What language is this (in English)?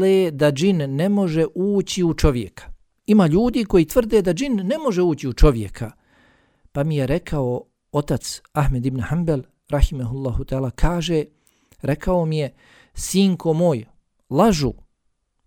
Bosnian